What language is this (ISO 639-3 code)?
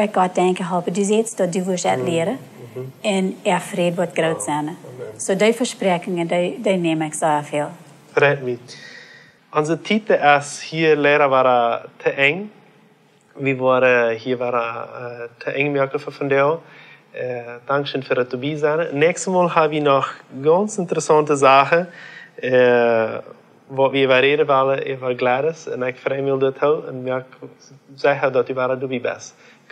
pdt